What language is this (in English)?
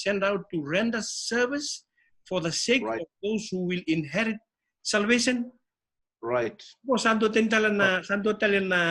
Fijian